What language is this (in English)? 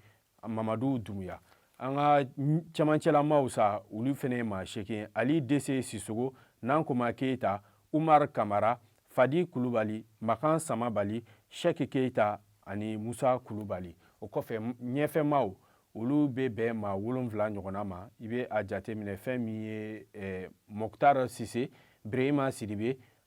Bambara